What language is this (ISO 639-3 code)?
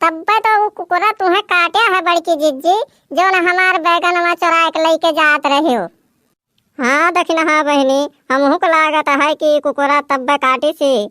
awa